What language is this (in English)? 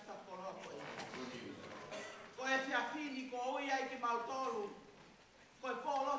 Tongan